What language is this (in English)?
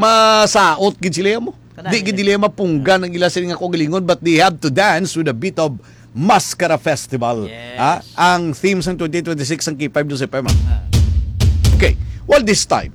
Hiligaynon